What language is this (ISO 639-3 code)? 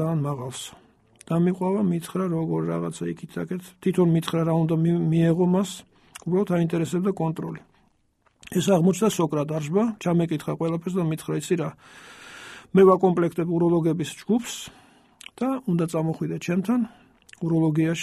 kat